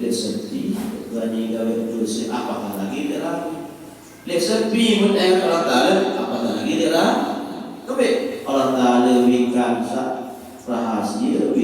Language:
Sasak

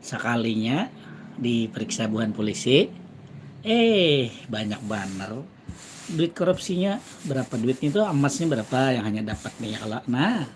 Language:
Banjar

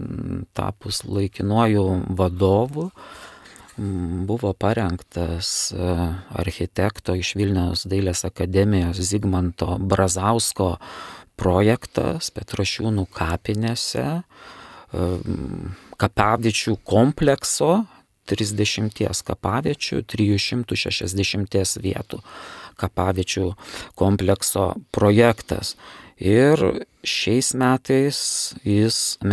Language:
Lithuanian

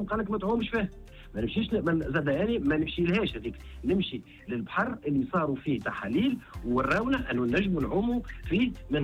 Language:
Tunisian Arabic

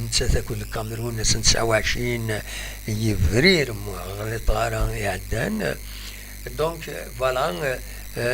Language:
Kabyle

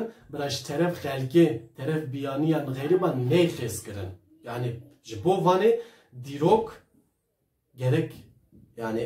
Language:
Kurdish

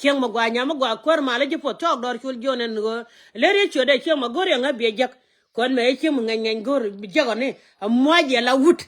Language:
Nuer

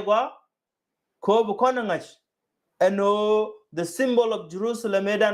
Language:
Nuer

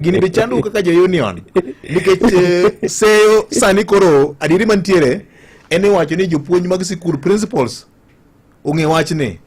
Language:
Luo (Kenya and Tanzania)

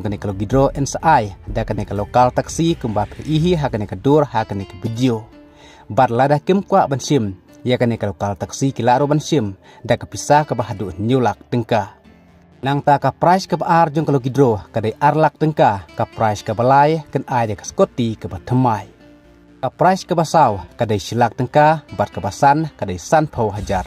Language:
Khasi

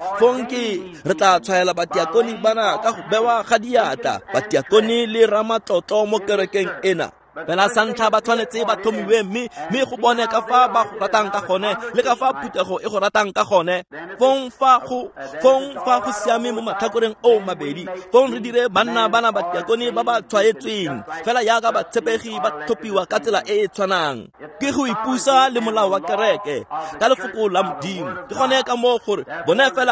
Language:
Tswana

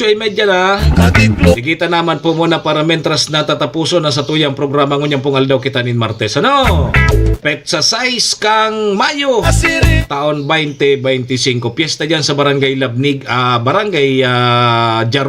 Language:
Bikol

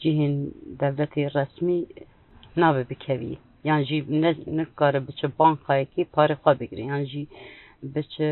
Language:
Kurdish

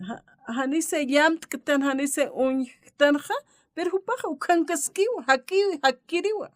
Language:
Aymara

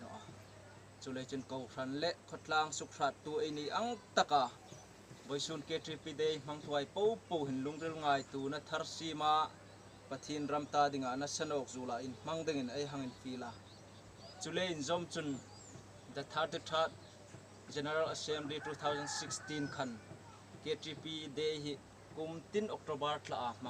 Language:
Hmar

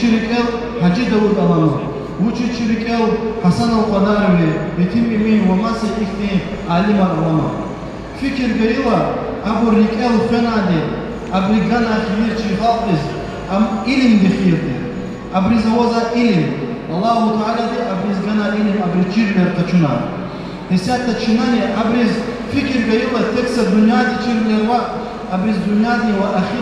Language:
Lezghian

